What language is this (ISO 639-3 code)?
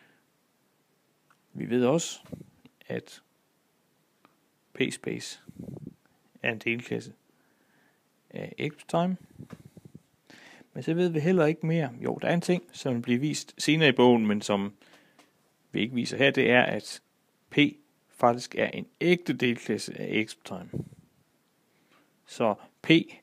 dan